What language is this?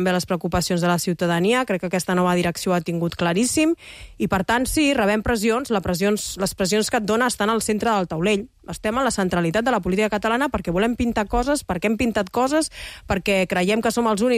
Catalan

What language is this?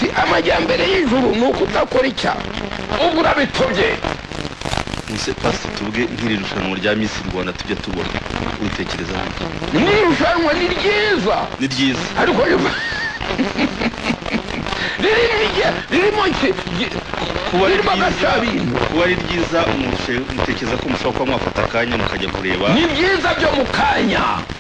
Kinyarwanda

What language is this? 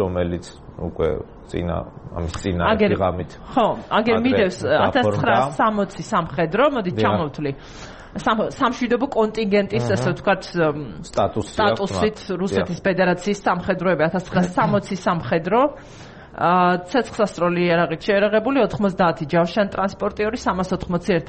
Georgian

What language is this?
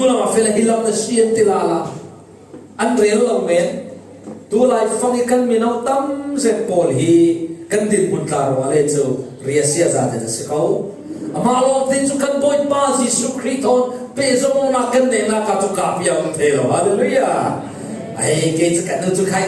Falam Chin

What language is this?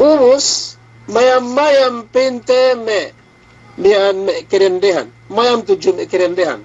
Yakan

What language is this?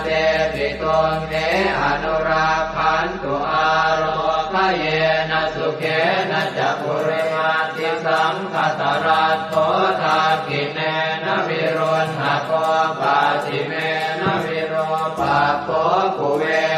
Pali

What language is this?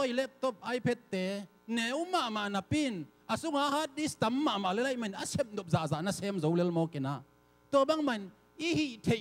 Tedim Chin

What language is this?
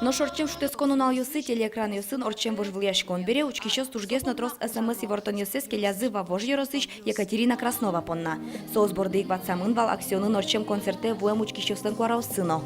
Udmurt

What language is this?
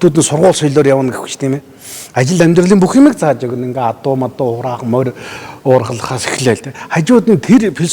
Mongolian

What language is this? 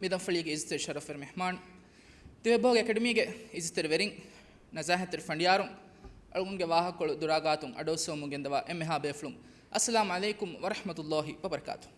Divehi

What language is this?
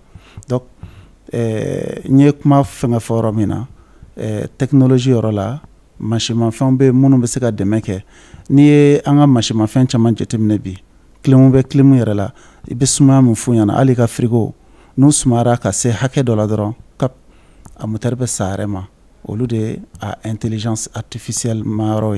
Bambara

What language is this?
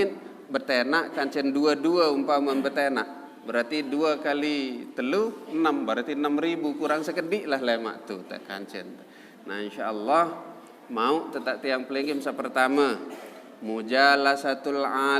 Sasak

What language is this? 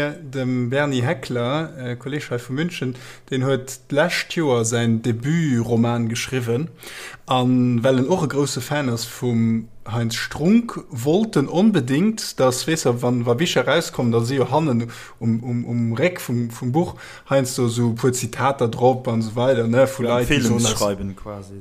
Luxembourgish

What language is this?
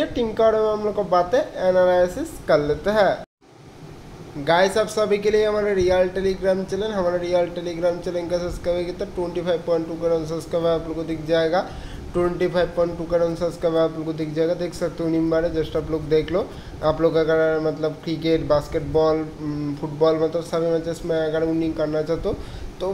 Hindi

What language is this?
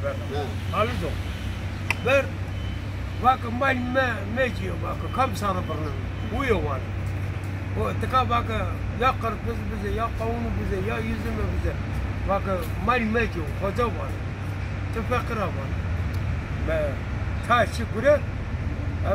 Zaza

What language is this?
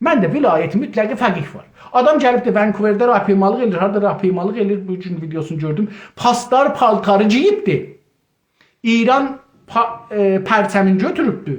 South Azerbaijani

